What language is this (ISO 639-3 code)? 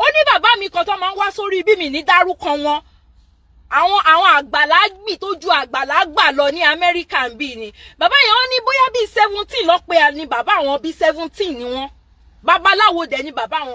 yor